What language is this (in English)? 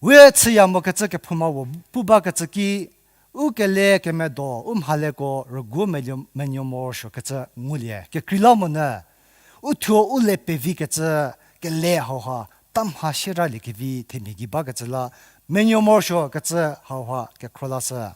Angami Naga